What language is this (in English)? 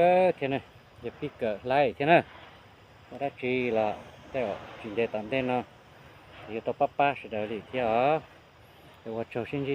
Hmong